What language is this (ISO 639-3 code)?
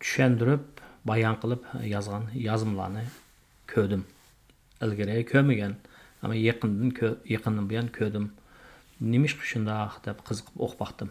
uig